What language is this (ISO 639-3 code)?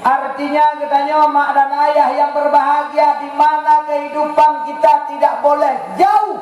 ace